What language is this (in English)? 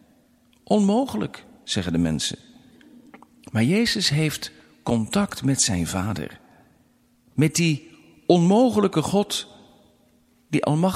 Dutch